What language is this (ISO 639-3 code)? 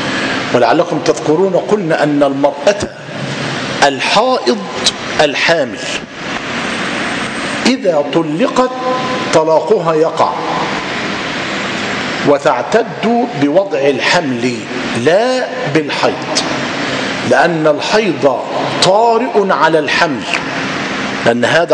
ara